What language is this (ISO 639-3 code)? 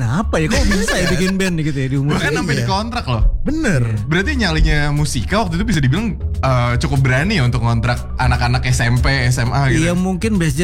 ind